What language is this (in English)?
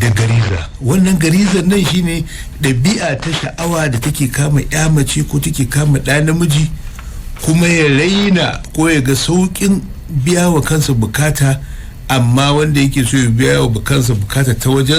Hausa